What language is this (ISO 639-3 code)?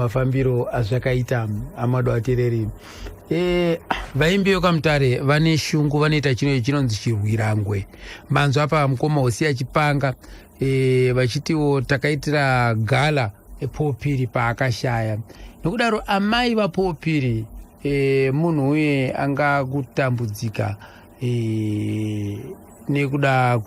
sna